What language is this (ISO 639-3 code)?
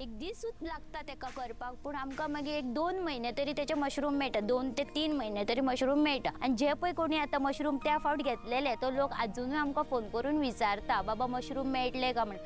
kok